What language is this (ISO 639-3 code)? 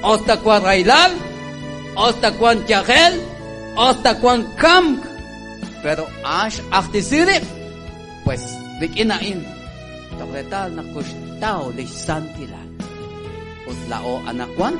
kek